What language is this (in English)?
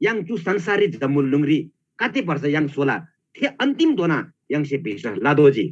Eastern Tamang